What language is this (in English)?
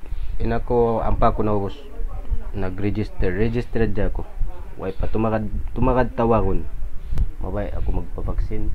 Tausug